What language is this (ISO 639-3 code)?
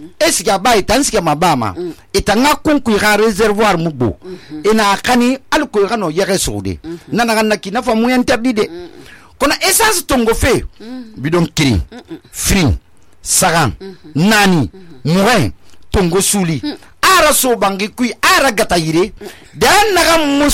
sus